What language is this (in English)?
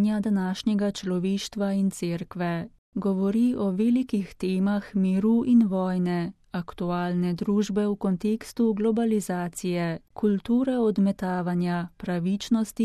Slovenian